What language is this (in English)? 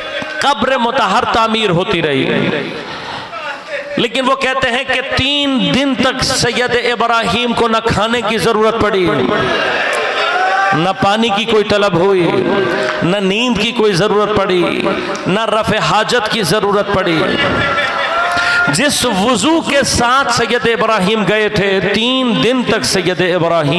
Urdu